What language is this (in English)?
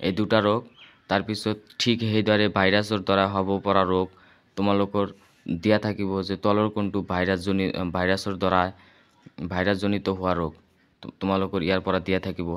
Assamese